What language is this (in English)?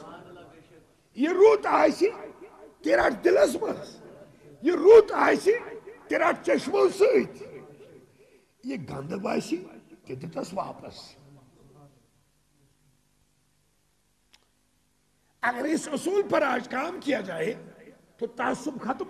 Kashmiri